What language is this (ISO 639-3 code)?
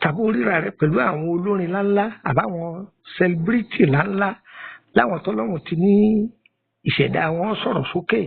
yor